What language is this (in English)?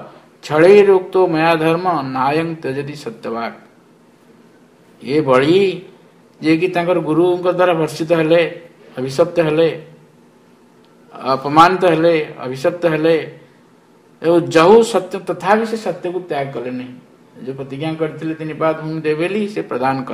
Odia